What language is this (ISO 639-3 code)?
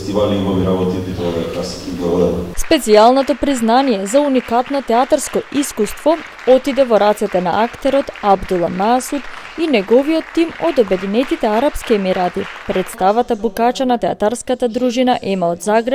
mkd